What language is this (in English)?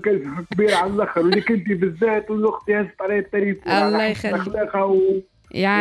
Tunisian Arabic